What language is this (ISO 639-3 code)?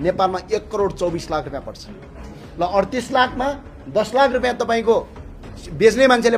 nep